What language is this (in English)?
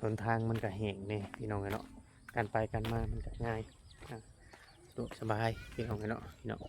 Northeastern Thai